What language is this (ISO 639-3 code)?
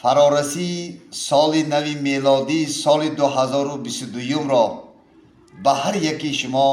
tgk